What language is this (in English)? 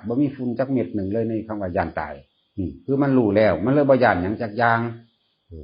Northeastern Thai